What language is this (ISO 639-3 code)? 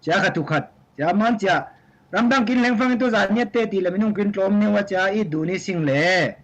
cfm